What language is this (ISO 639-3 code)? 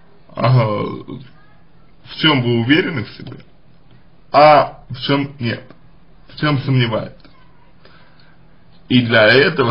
rus